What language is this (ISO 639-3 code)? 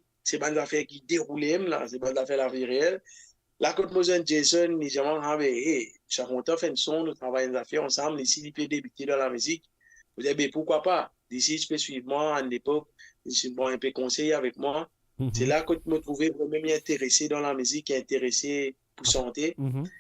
mfe